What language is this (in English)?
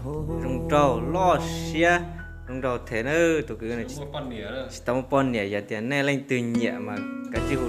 Hmong